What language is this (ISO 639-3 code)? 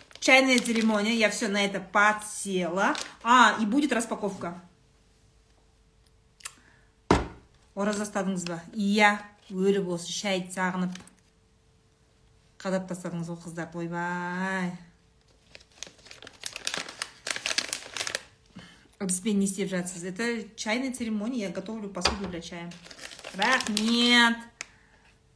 kaz